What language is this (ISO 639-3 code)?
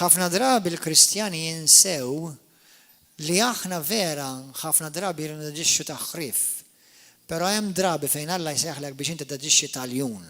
mlt